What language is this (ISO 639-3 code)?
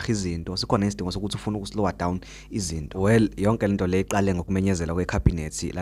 zul